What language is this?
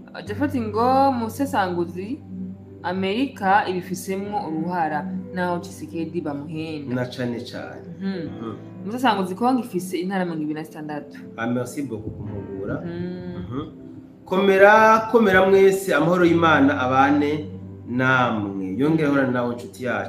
Rundi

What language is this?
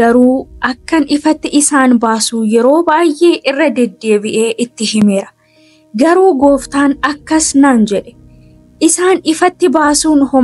Oromo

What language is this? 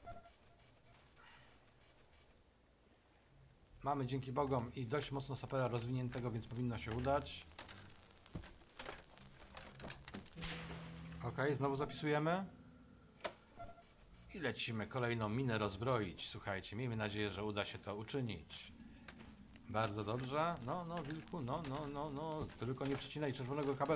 Polish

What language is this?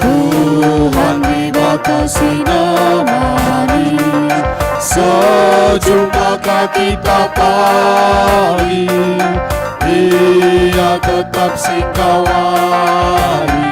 Batak Karo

